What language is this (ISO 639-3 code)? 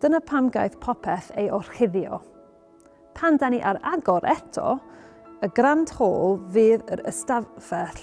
cym